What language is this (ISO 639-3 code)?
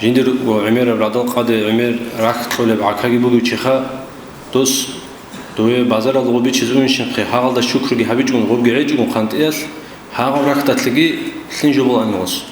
ava